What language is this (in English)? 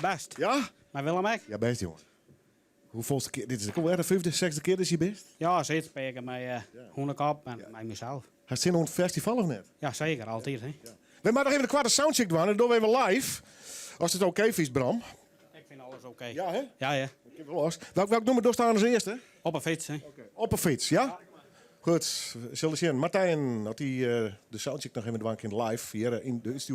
Western Frisian